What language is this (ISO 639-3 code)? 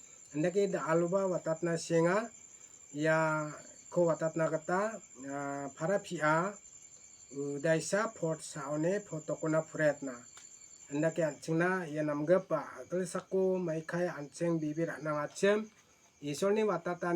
grt